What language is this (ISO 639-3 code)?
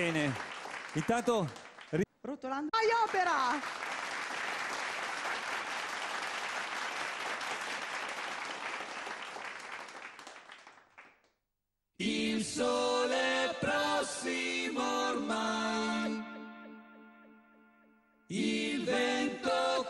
ita